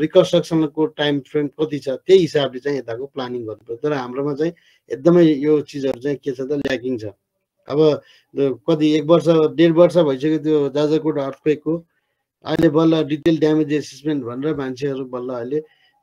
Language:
Nepali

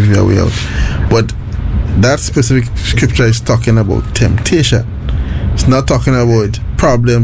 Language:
English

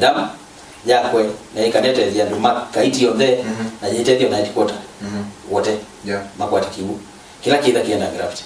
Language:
Kamba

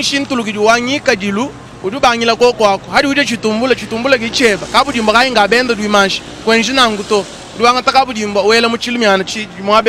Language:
Luba-Lulua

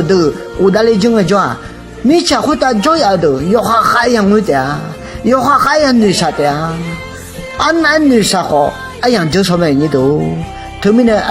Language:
Akha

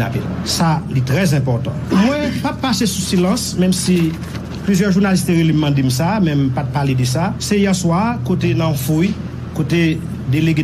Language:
Haitian Creole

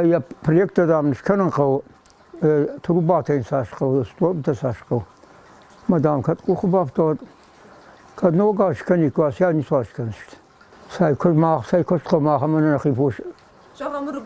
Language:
Ossetic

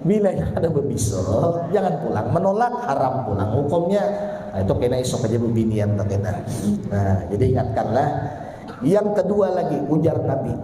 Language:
Banjar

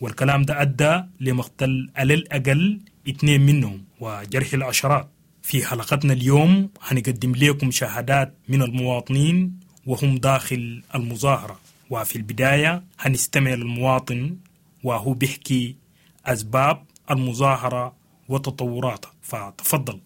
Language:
Sudanese Arabic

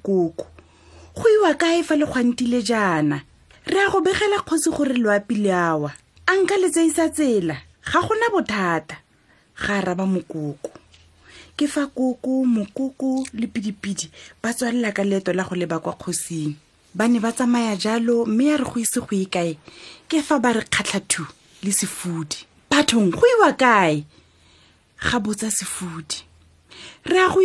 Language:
Tswana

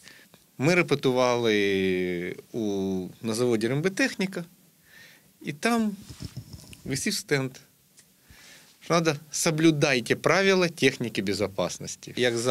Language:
Ukrainian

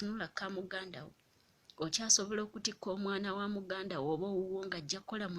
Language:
Ganda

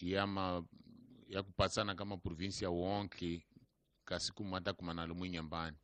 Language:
Tsonga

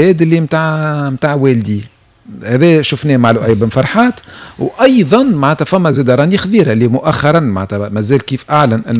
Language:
Tunisian Arabic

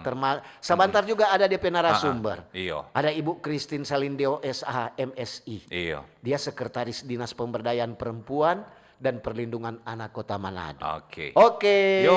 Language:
Manado Malay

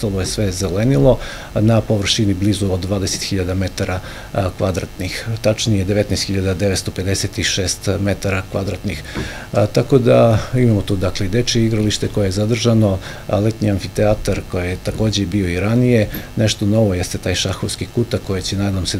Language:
Serbian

